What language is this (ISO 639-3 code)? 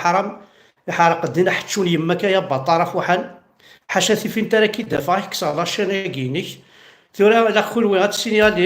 kab